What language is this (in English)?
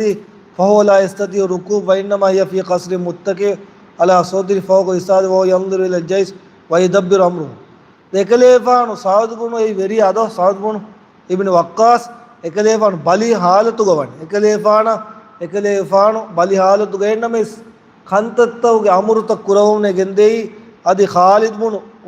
Divehi